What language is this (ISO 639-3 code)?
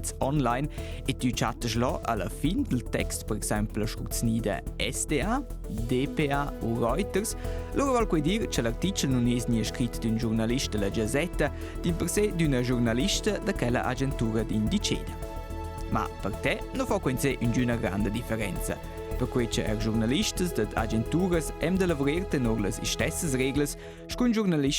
roh